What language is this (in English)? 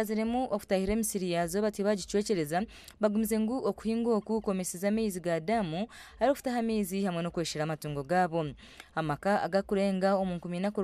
Nyankole